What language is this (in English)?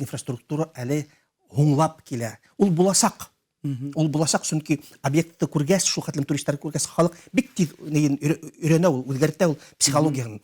Bashkir